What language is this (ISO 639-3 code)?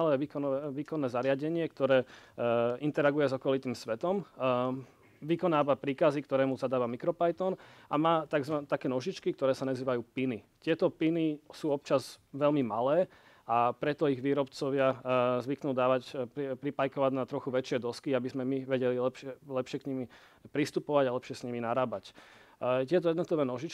slk